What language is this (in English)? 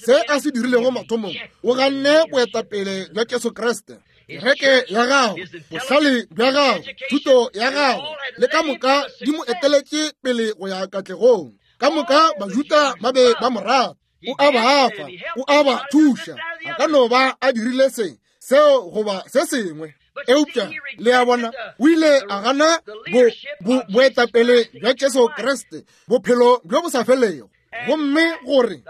Northern Sotho